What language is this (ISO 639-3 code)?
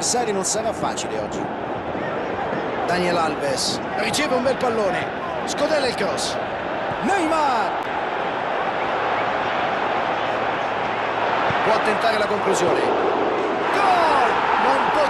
ita